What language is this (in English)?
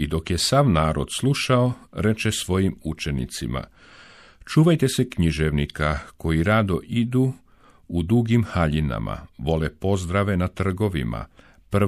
Serbian